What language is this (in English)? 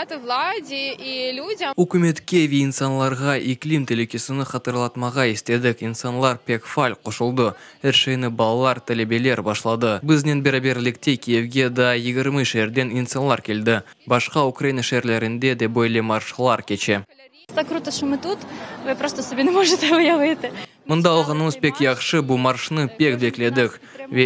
Crimean Tatar